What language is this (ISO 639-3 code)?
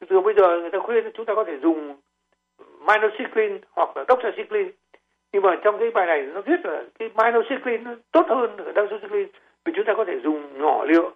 vie